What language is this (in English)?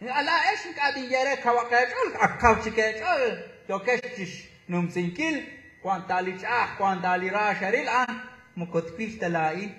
Kekchí